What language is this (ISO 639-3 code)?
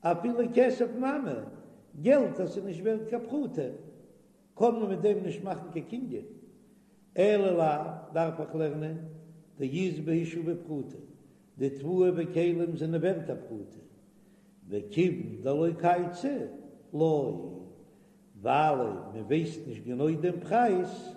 yid